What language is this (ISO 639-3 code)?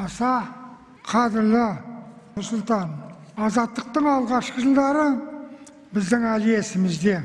kaz